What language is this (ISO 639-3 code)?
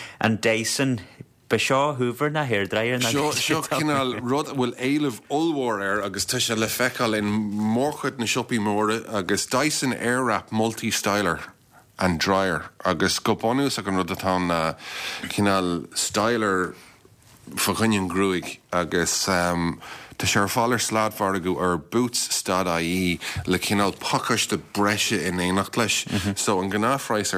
gle